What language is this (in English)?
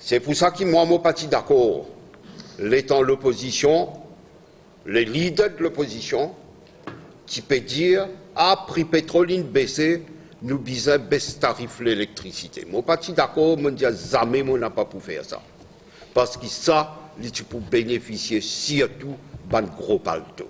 Morisyen